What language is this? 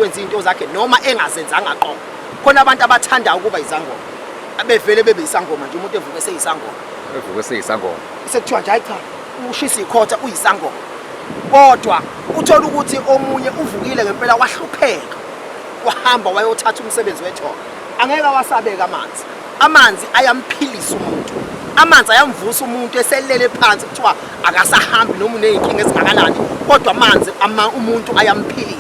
Zulu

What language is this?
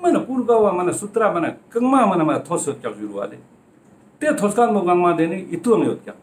Ladakhi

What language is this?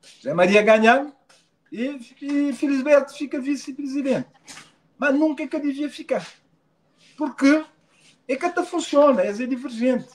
Kabuverdianu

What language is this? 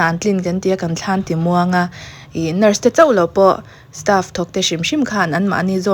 Mizo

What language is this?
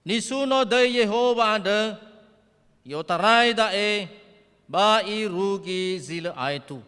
Nias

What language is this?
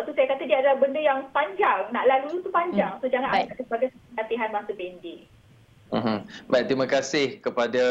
Malay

